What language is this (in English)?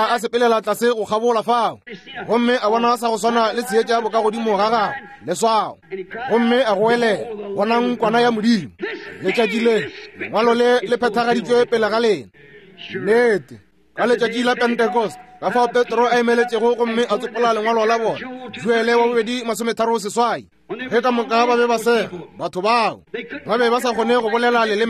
Northern Sotho